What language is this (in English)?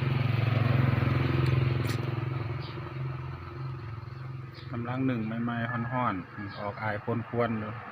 Lao